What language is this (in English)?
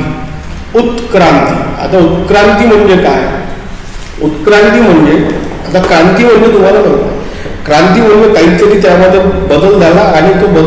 Marathi